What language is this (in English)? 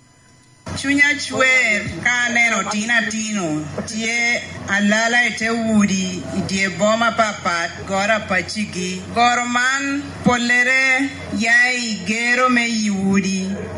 Lango (Uganda)